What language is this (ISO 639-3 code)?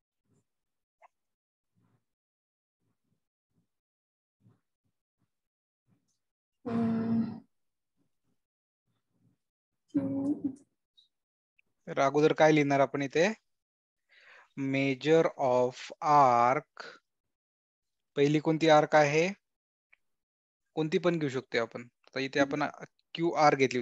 mar